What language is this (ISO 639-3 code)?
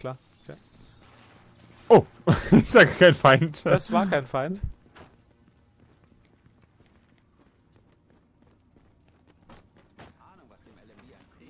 deu